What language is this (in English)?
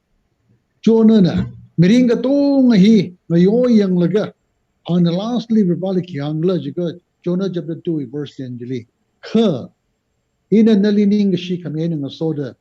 Tangkhul Naga (India)